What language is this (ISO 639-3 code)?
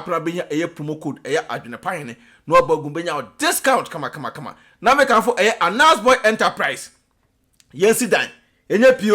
aka